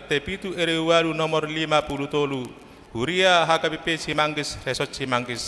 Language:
Batak Toba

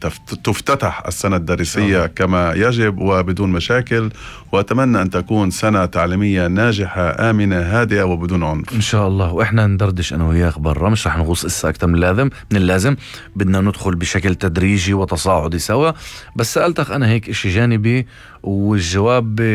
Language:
North Levantine Arabic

